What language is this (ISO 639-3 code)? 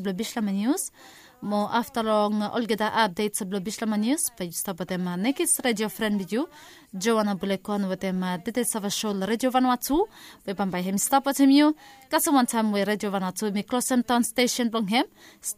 bis